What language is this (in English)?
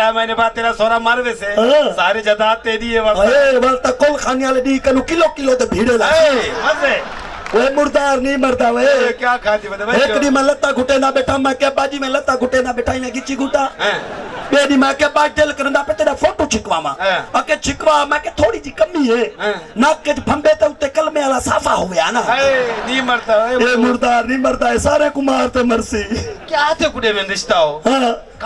Saraiki